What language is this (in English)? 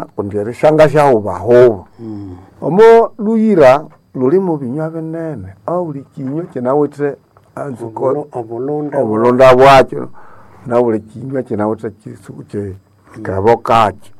Nande